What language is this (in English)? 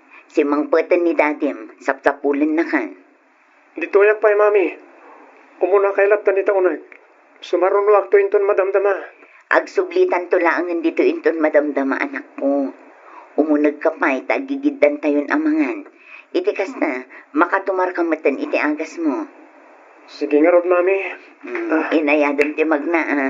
Iloko